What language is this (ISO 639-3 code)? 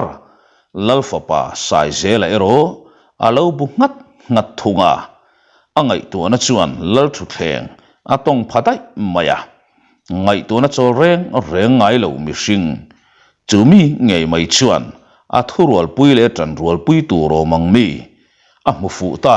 lus